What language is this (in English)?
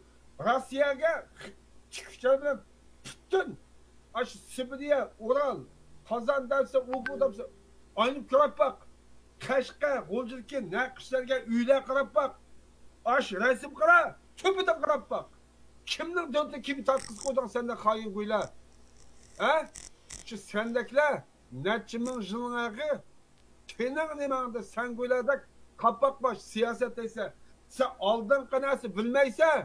Uyghur